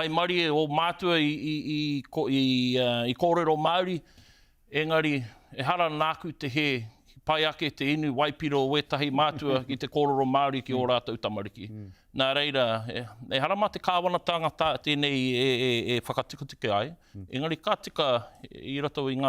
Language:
Māori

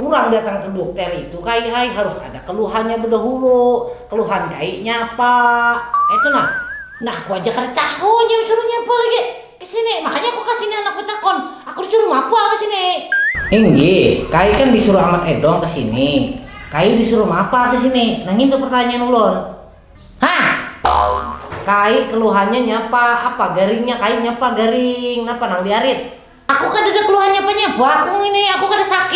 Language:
Banjar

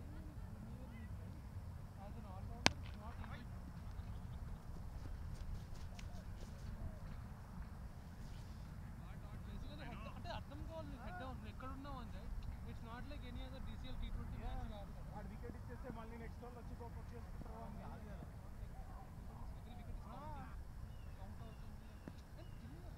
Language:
Telugu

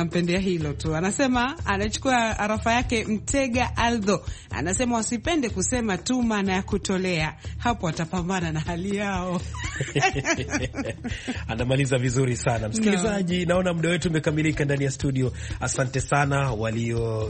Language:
Swahili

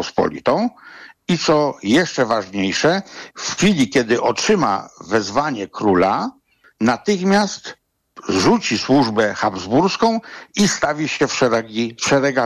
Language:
Polish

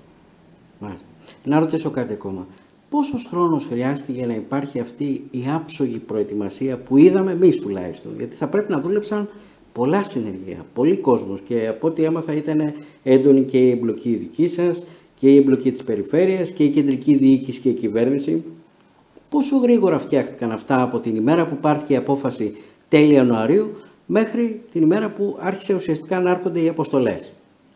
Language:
Greek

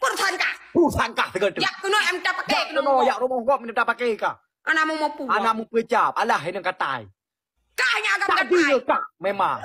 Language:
Achinese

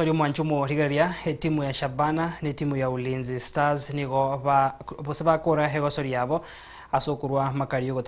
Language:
Gusii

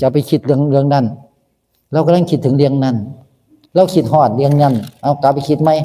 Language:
Northeastern Thai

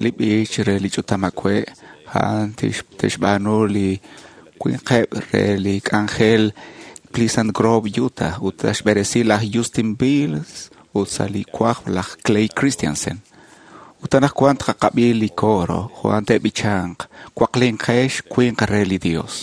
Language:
Kekchí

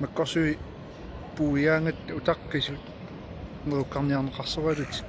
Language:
Kalaallisut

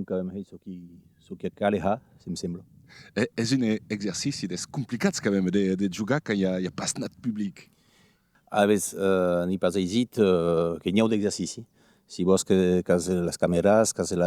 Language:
Occitan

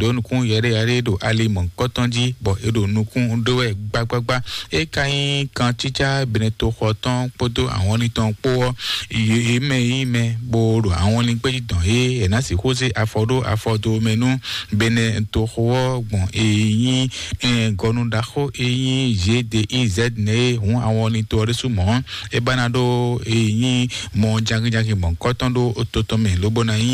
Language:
Fon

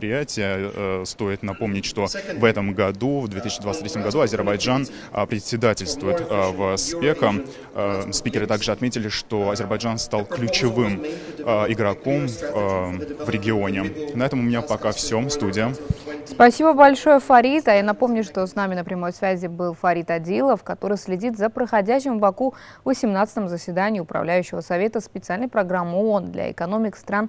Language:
Russian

